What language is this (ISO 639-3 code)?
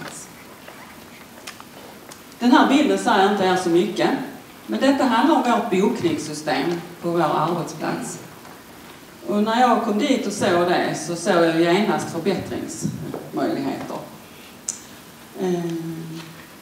swe